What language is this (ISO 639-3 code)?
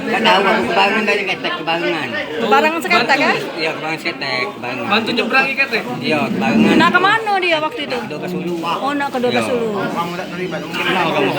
mui